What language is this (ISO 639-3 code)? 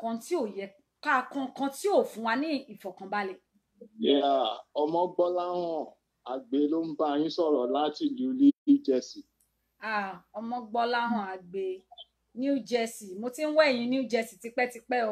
yor